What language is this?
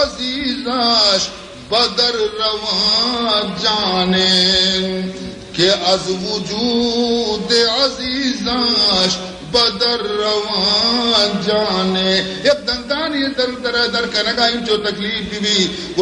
Baluchi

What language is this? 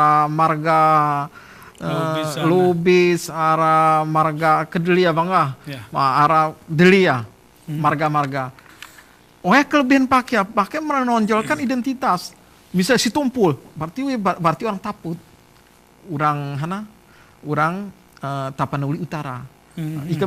Gayo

